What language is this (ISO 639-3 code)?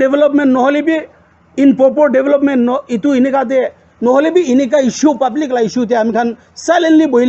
nag